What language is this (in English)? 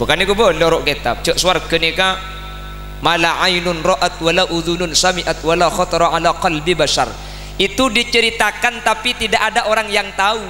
Madurese